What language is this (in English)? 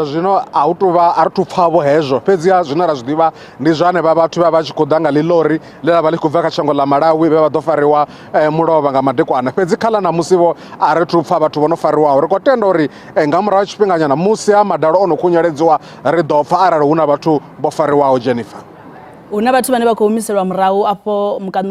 Venda